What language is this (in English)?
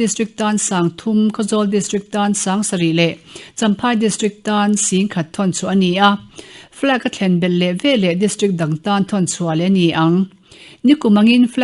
Mizo